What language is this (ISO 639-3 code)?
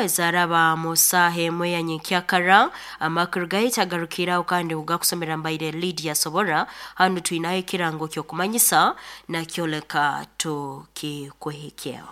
nyo